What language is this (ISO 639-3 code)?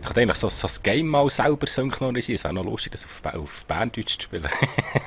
gsw